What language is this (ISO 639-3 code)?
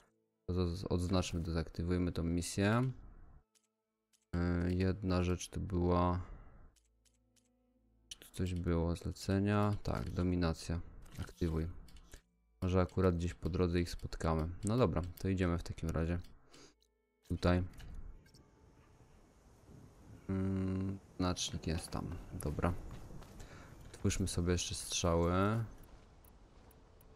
pol